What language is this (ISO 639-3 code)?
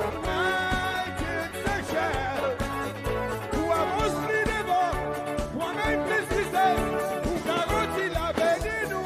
crs